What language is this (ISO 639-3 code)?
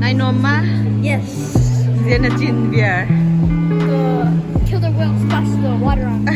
cnh